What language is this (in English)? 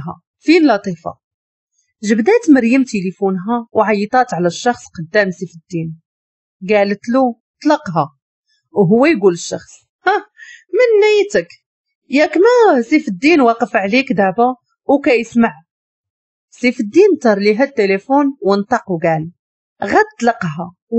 Moroccan Arabic